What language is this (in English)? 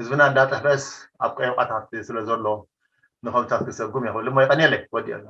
Tigrinya